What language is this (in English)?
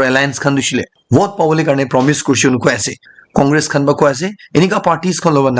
Naga Pidgin